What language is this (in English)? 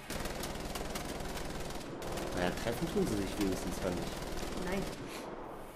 German